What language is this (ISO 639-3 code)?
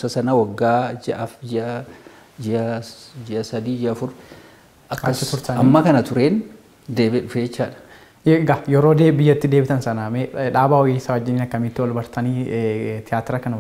orm